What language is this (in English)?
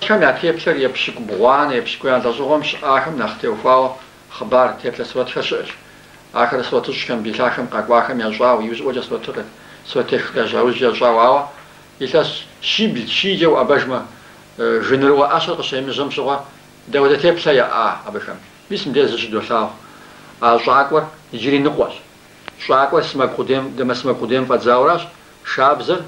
Kabardian